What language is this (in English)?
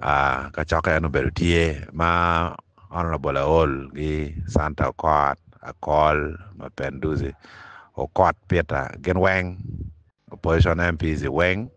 Acoli